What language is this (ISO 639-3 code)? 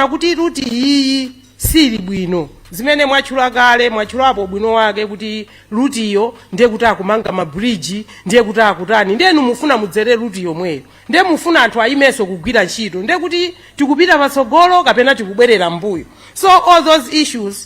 nya